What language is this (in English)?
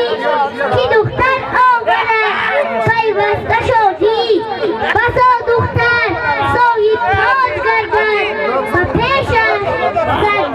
Tajik